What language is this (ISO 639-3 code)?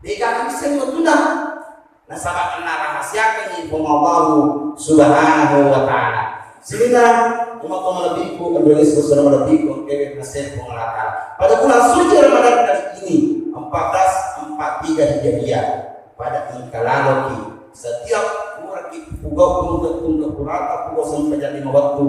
bug